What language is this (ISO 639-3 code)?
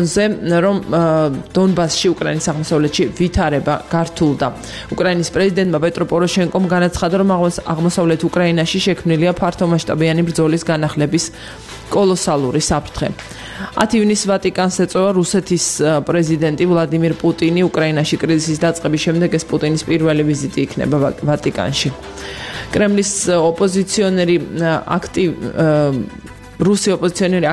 kat